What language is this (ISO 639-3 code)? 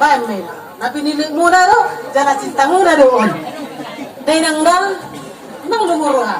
bbc